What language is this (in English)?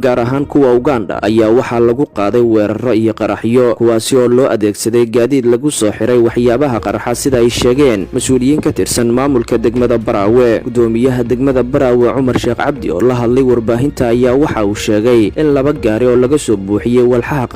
Somali